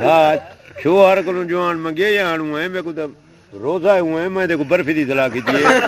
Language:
Saraiki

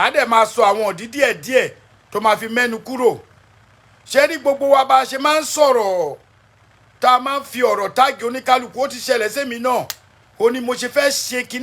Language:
Yoruba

